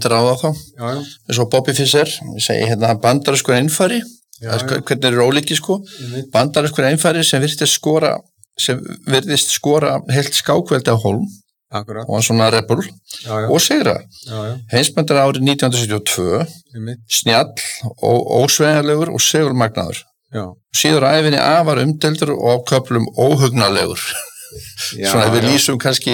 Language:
Icelandic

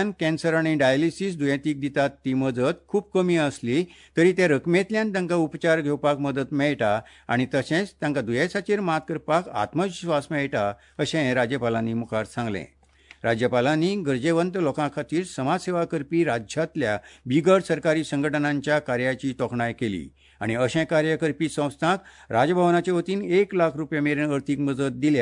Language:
Konkani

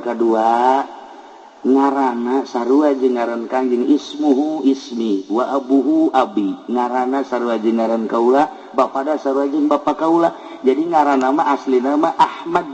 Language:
Sundanese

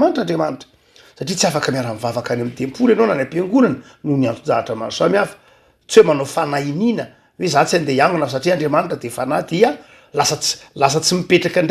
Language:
Malagasy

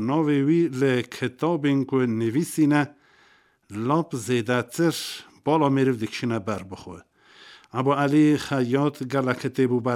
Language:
Kurdish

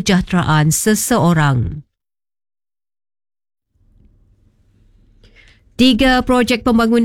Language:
Malay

